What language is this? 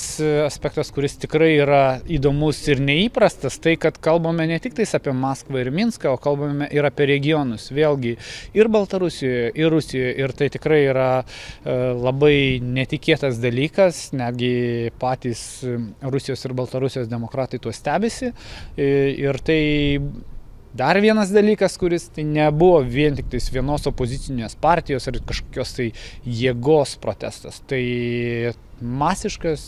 Lithuanian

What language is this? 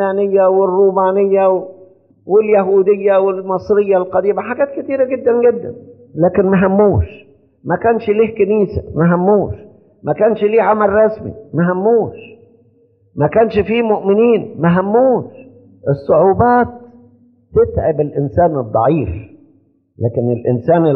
Egyptian Arabic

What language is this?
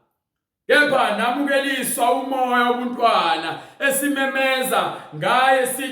Zulu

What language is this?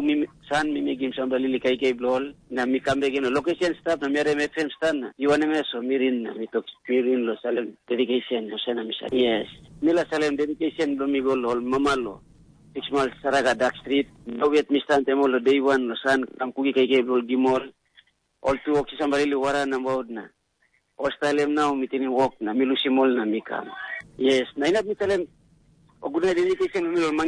Tok Pisin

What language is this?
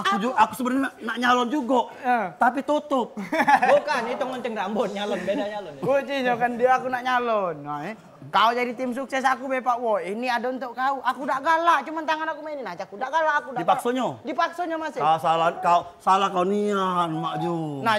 Musi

